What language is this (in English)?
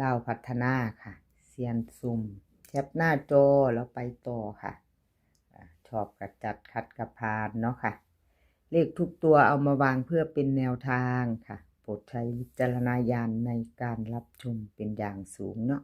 Northeastern Thai